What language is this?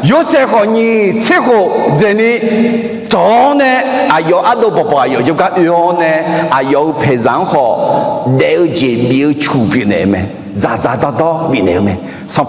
Akha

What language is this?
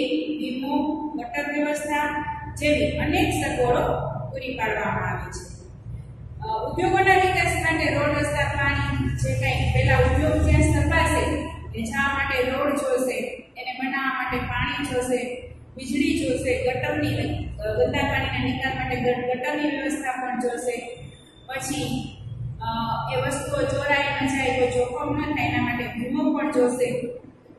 Gujarati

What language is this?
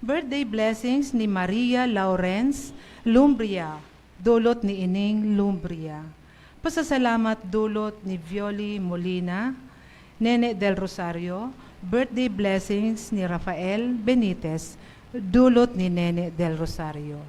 Bikol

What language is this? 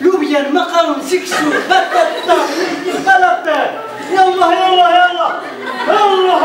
Kabyle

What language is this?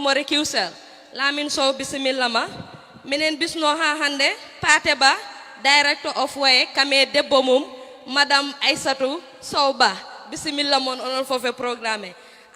Fula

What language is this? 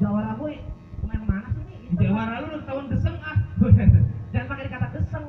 Betawi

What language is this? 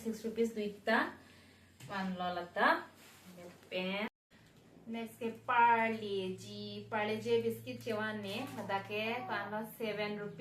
Karbi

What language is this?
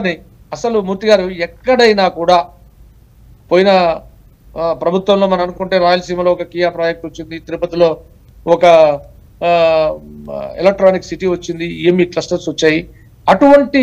Telugu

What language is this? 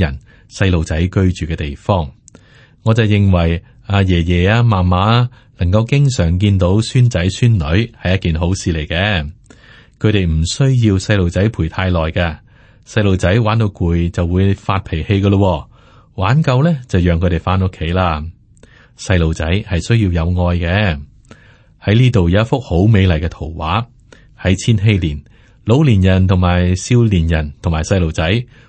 Cantonese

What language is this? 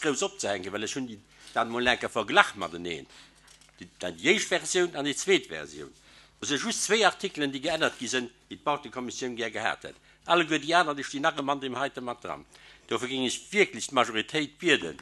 Luxembourgish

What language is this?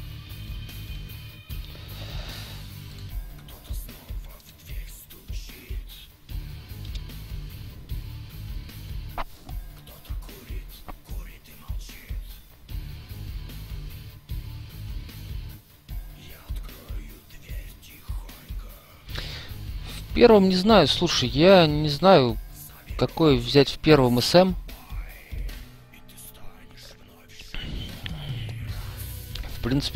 Russian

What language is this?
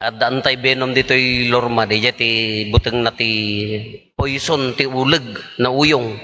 Iloko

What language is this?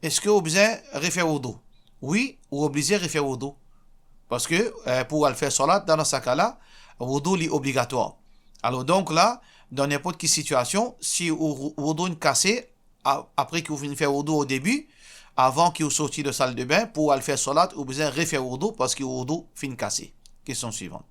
Morisyen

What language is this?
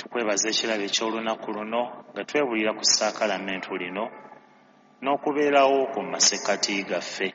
Ganda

